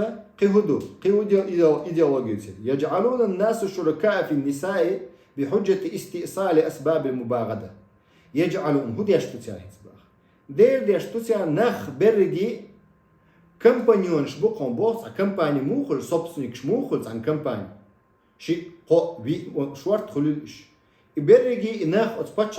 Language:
Chechen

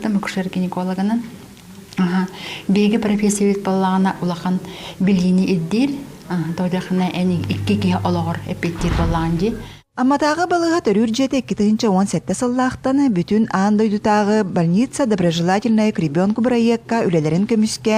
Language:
Yakut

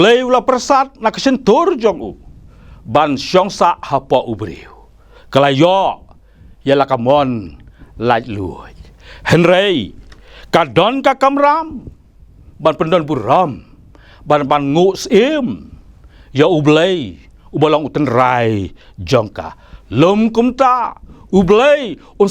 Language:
Khasi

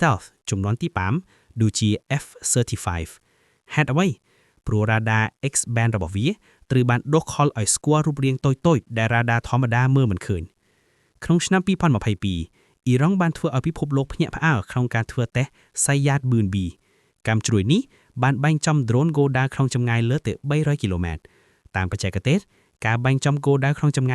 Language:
Khmer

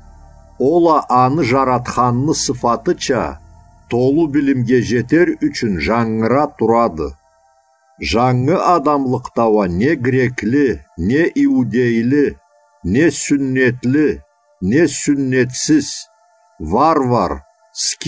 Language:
Karachay-Balkar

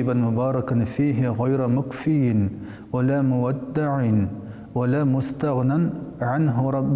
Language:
Tatar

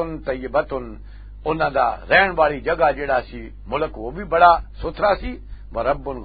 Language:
Western Panjabi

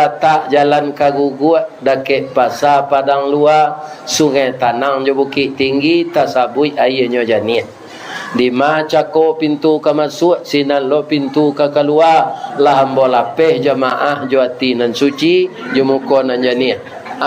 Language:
Minangkabau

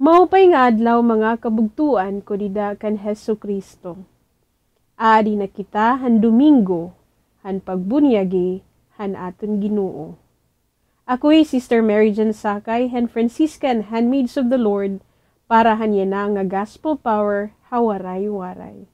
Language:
Waray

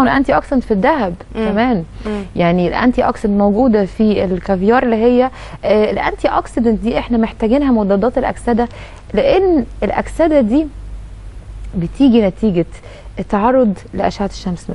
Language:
Egyptian Arabic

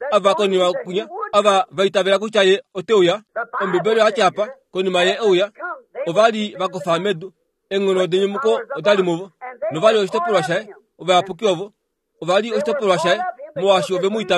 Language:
Kuanyama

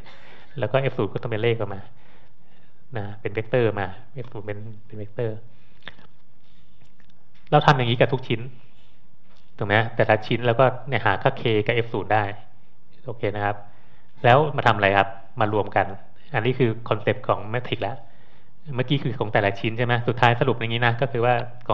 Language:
Thai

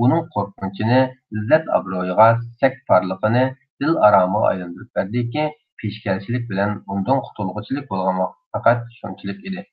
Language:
Uyghur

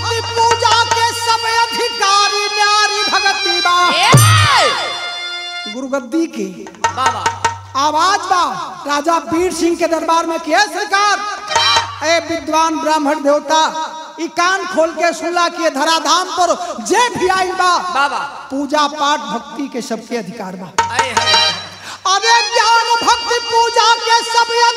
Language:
Bhojpuri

